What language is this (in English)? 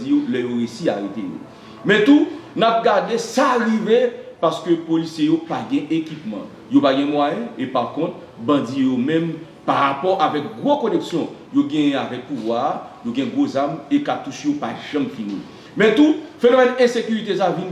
Haitian Creole